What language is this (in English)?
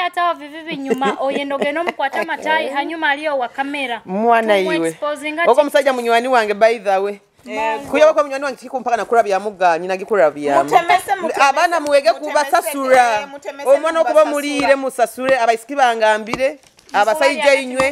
Nyoro